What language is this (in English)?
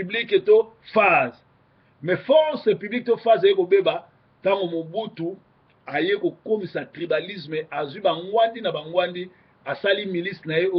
Lingala